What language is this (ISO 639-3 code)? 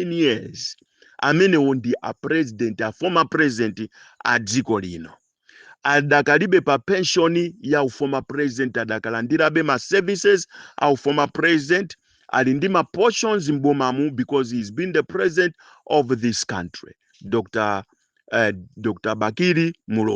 nya